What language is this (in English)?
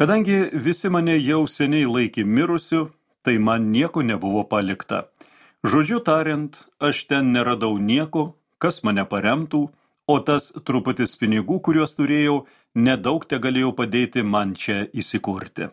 Lithuanian